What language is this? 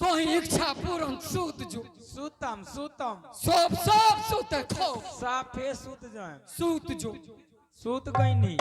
Angika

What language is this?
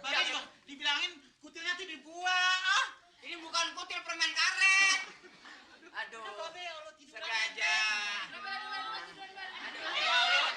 Betawi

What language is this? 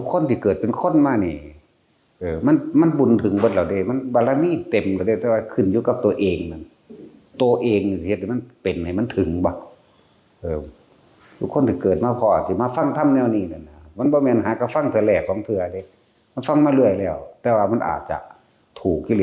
Lao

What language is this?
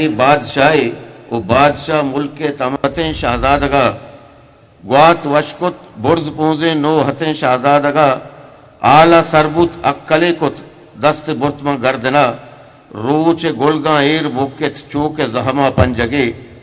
Eastern Balochi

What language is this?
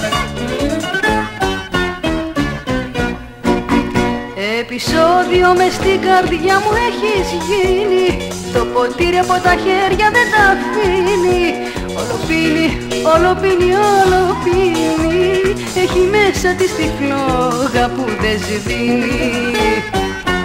Greek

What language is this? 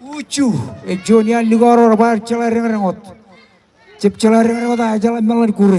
Marshallese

